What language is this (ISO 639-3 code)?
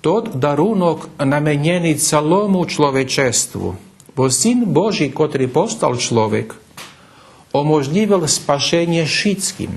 rue